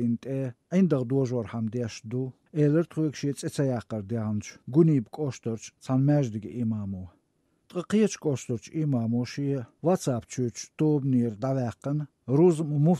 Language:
Chechen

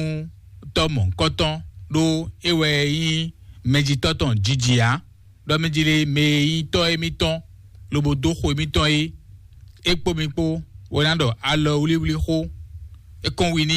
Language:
Fon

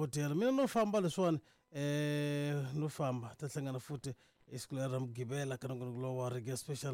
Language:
Tsonga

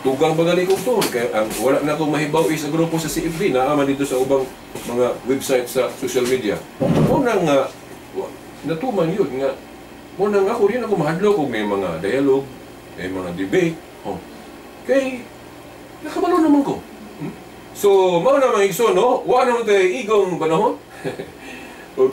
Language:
Cebuano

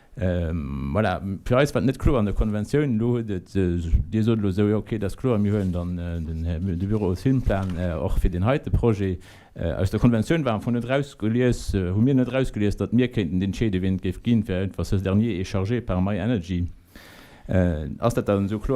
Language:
Luxembourgish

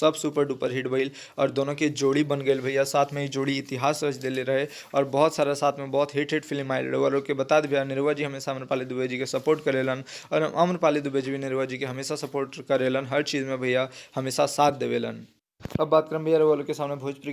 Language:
Bhojpuri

